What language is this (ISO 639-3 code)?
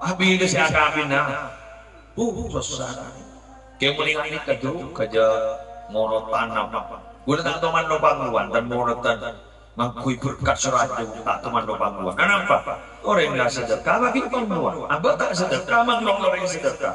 mad